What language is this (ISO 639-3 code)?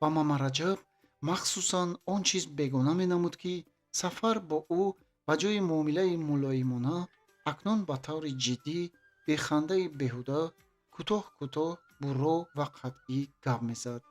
tgk